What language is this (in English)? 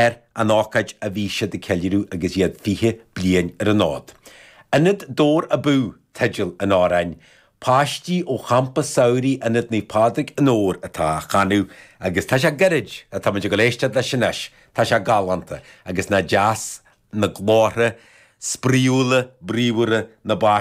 Irish